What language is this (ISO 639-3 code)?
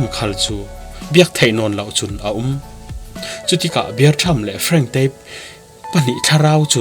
cfm